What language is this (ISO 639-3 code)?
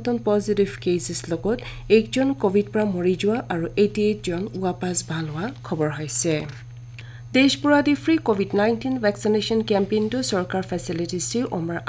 nag